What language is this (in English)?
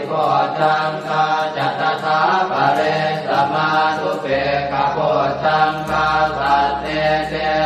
Pali